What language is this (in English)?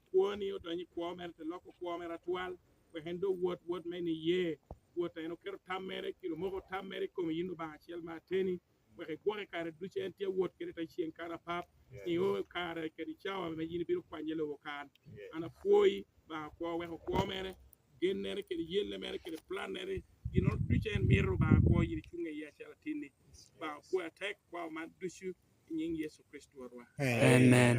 Lango (Uganda)